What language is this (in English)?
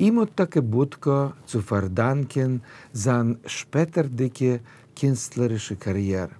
Yiddish